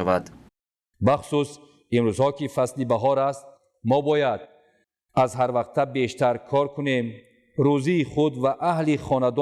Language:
Tajik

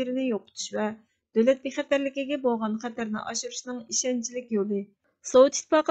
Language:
Uyghur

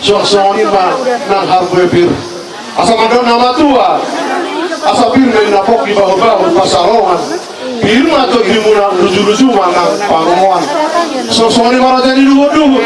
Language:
Batak Toba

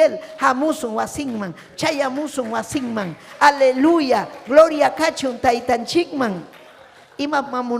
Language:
Ayacucho Quechua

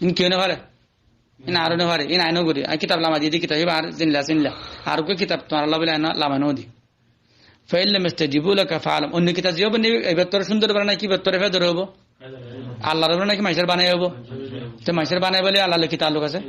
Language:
Rohingya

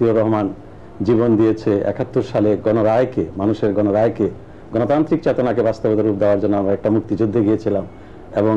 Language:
Bangla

